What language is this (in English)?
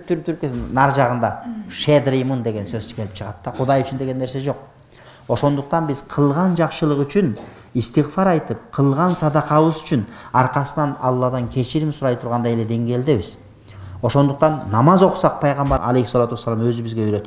Kyrgyz